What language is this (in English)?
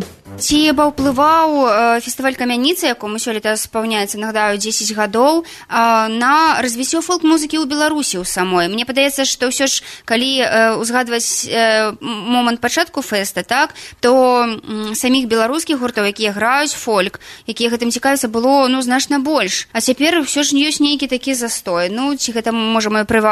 Belarusian